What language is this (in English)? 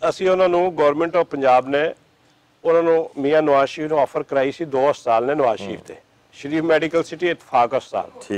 Western Panjabi